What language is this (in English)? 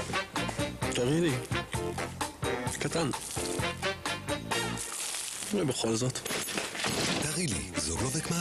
Hebrew